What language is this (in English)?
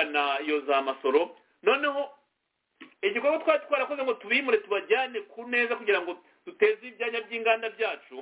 Kinyarwanda